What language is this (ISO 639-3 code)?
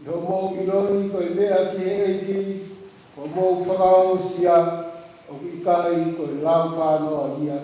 ton